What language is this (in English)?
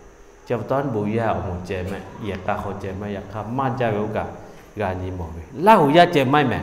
Lahu